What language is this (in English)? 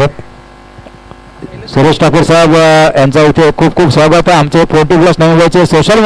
Marathi